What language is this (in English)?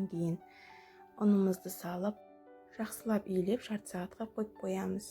Kazakh